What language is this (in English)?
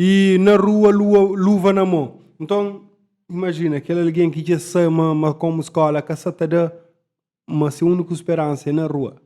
Kabuverdianu